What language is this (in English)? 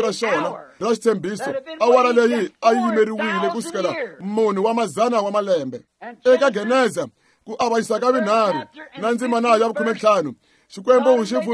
Tsonga